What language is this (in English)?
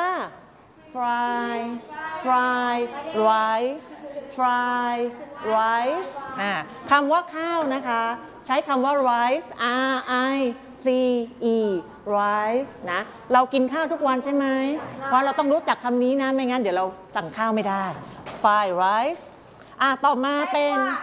Thai